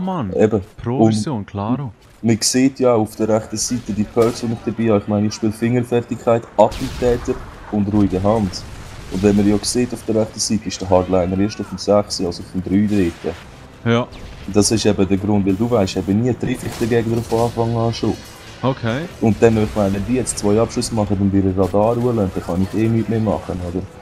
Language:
Swiss German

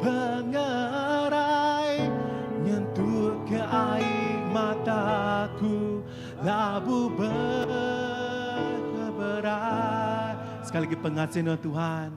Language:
Iban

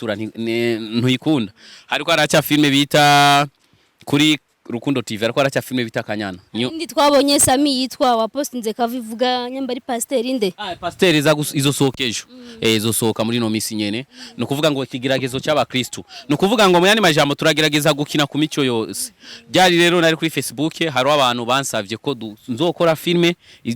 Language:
Rundi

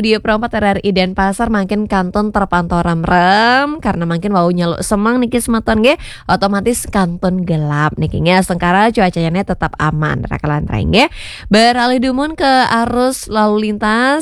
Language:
Balinese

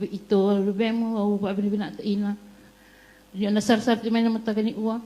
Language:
Fijian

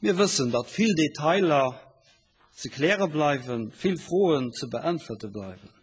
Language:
Luxembourgish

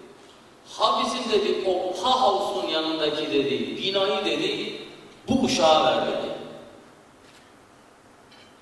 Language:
Turkish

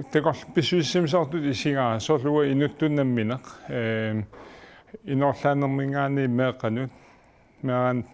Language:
Kalaallisut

